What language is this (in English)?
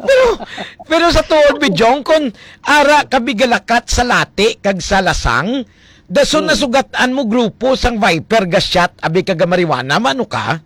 Hiligaynon